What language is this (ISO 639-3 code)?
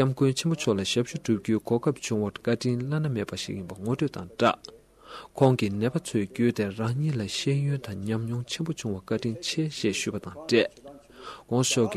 bod